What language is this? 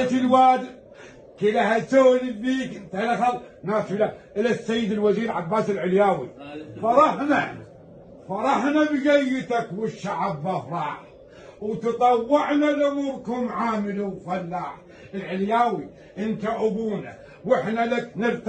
Mesopotamian Arabic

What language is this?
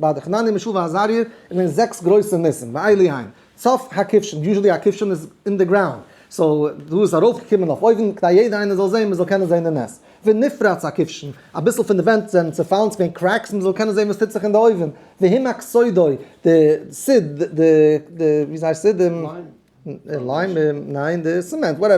Yiddish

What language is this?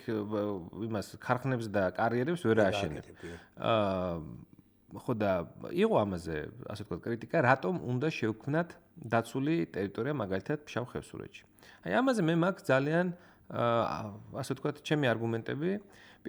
Georgian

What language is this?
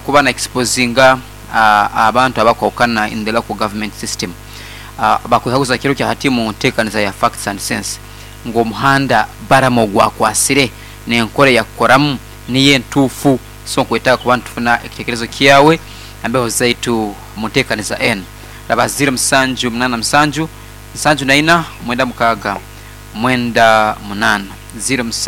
Nyoro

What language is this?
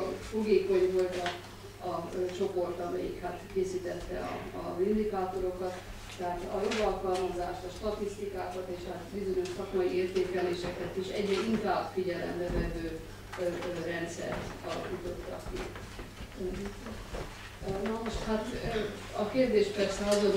Hungarian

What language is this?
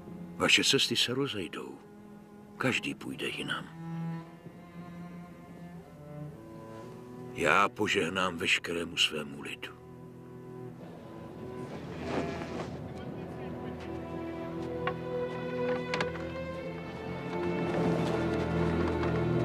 Czech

